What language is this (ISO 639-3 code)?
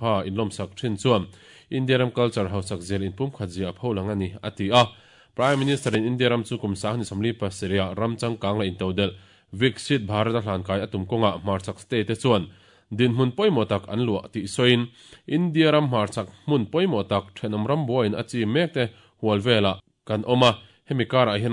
lus